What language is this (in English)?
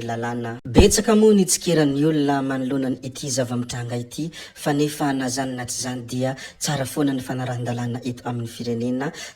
Malagasy